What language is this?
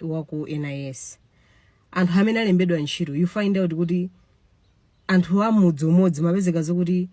Nyanja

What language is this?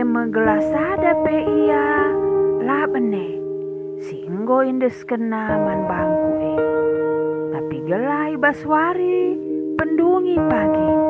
Batak Karo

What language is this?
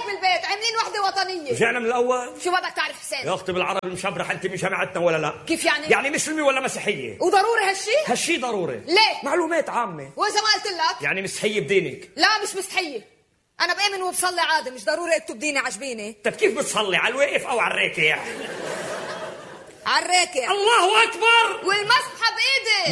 North Levantine Arabic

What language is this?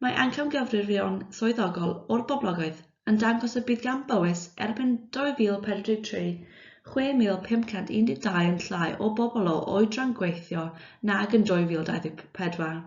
Welsh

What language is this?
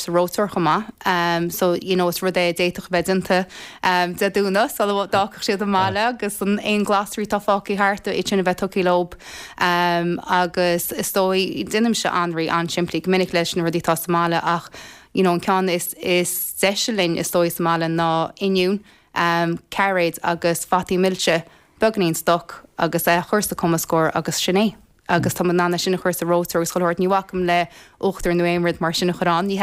Irish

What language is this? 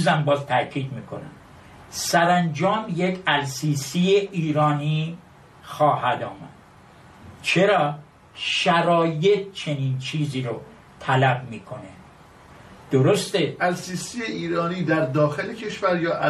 Persian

